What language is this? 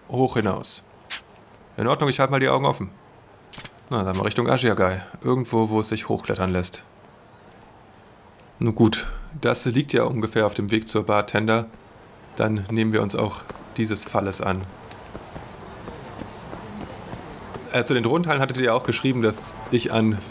German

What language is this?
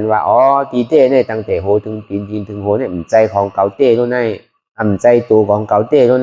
Shan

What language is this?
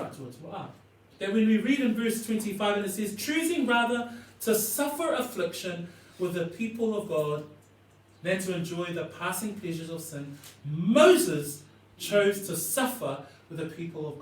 Samoan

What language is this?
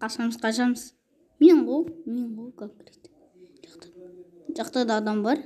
Kazakh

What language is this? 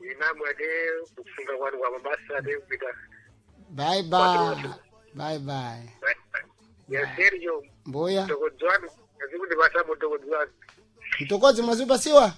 Sena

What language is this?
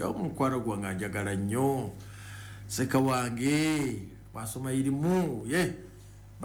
Ganda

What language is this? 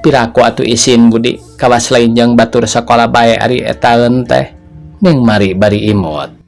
Sundanese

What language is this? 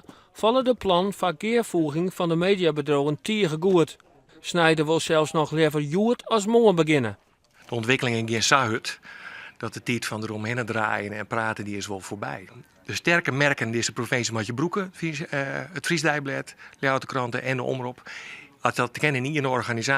Western Frisian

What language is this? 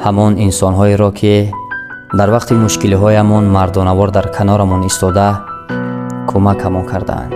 Tajik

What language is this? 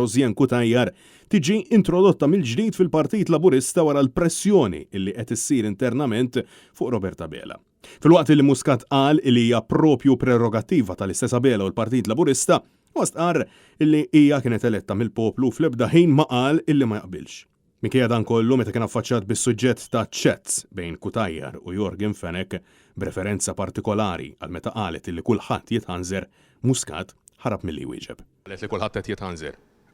Maltese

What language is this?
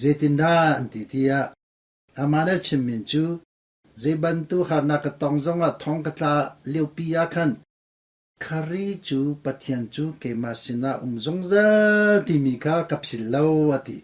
Hakha Chin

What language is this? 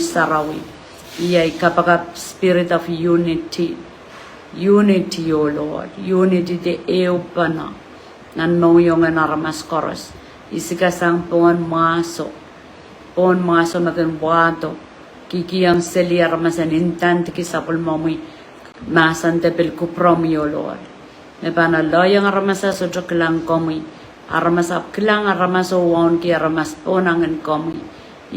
Pohnpeian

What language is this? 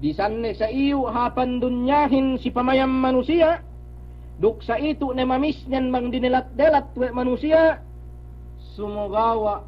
Yakan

